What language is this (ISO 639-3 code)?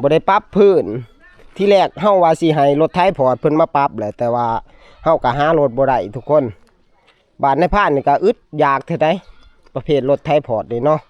tts